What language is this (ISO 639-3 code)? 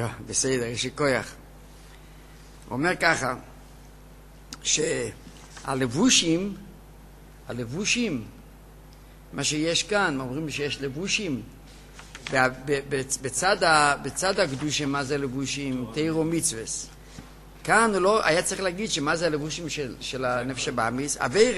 heb